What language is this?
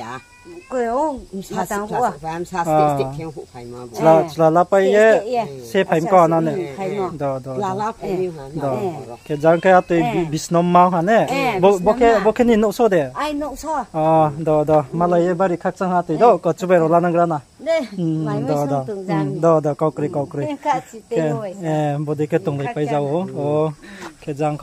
Riang (India)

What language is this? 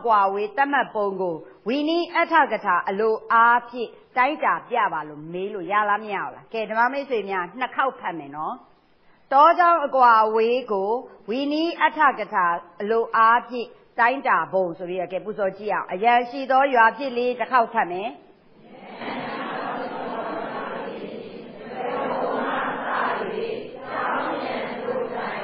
Burmese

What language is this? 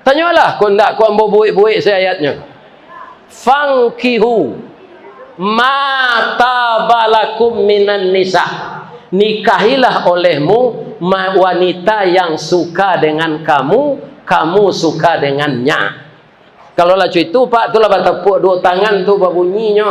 Minangkabau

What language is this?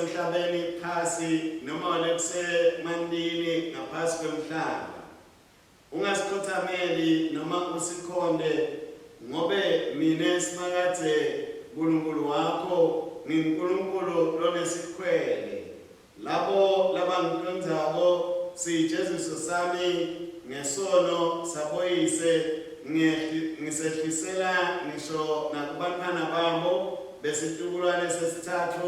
Swati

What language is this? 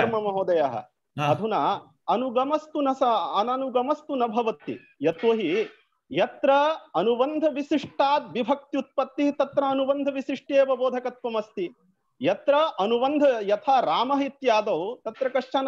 Sanskrit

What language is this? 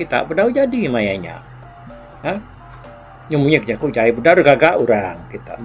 Iban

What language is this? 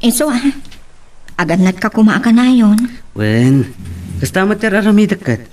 Iloko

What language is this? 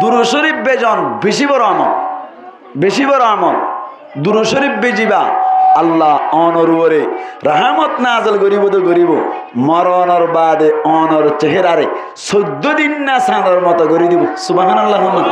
Rohingya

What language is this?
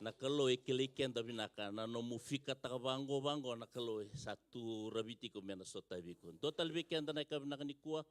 Fijian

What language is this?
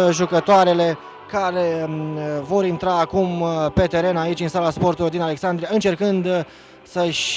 Romanian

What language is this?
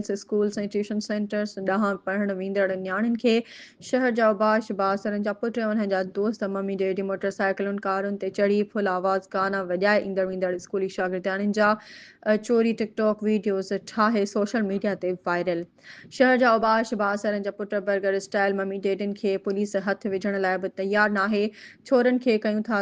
Sindhi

